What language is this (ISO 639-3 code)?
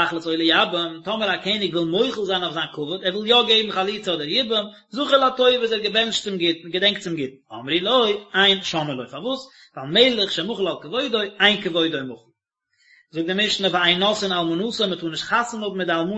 yid